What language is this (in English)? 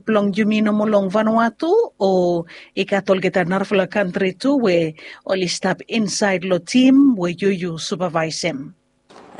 Bislama